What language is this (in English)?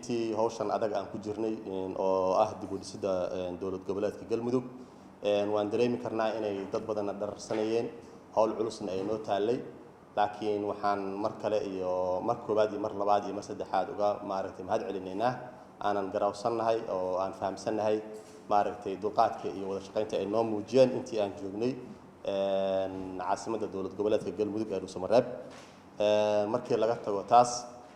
Somali